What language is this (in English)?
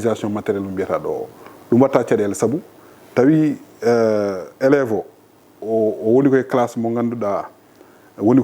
Fula